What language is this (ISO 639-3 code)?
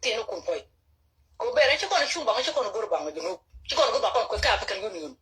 nus